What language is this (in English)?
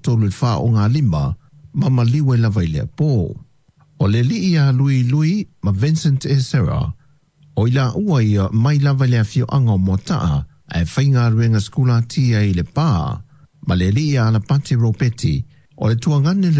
Samoan